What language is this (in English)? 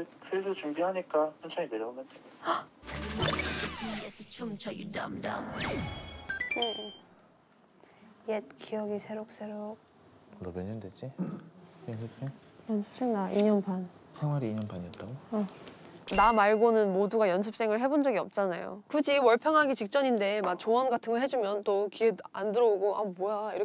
Korean